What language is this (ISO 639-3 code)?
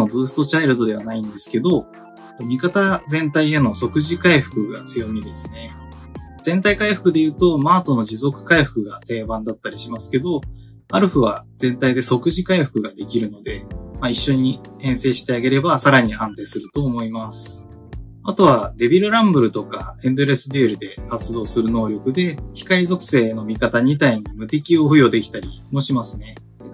jpn